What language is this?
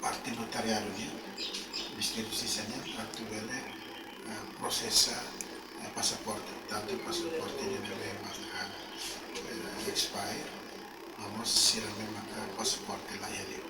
Tetum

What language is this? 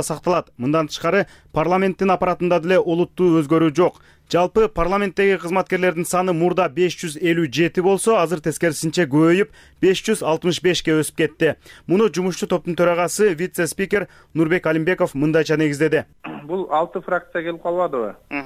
Kyrgyz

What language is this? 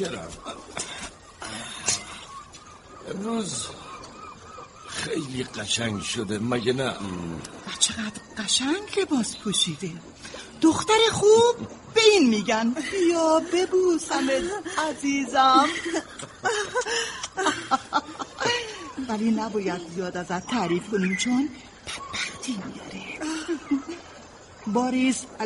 Persian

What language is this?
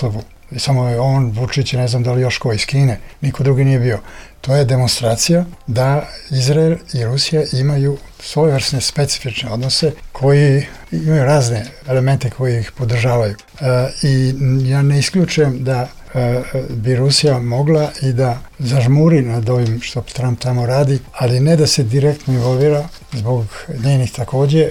Serbian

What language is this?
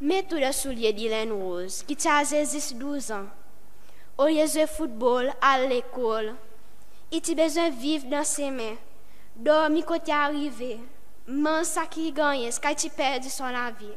Seselwa Creole French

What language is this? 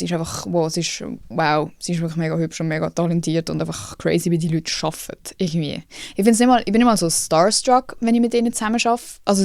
Swiss German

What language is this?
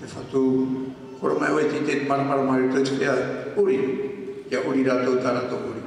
Tahitian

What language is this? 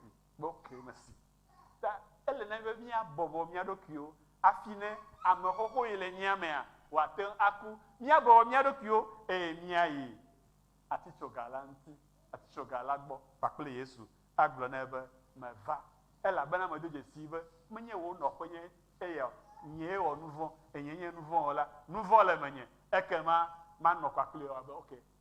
Ewe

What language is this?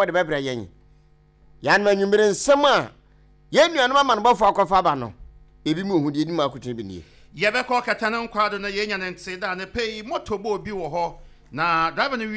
Akan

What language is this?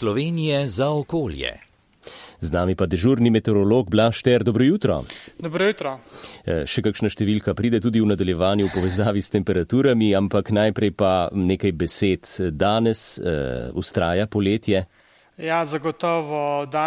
Slovenian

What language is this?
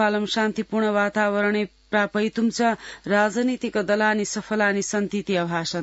Sanskrit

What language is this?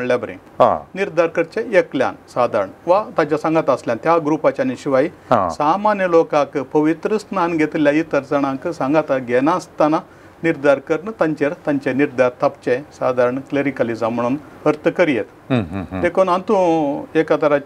Konkani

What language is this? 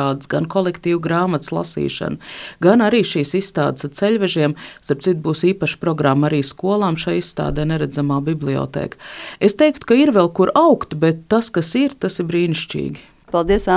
Latvian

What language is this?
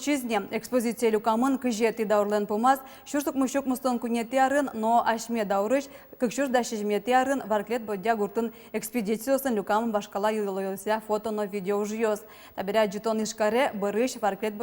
Udmurt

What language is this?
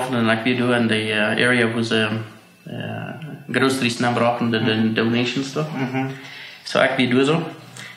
Plautdietsch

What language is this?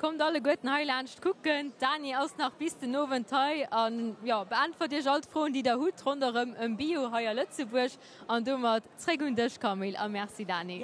Luxembourgish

